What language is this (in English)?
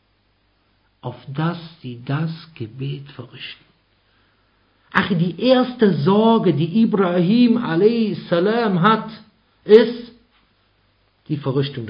German